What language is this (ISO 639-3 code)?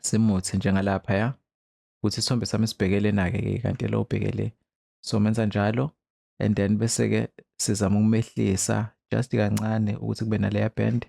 zul